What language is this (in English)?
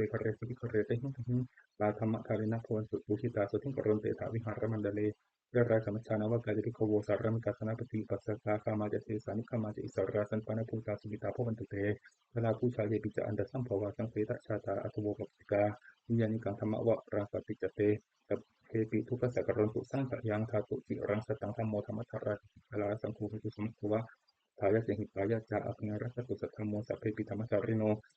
Pali